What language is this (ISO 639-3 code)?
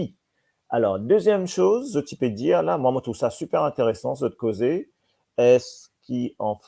mfe